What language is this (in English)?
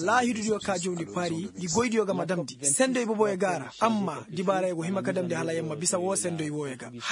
Koyraboro Senni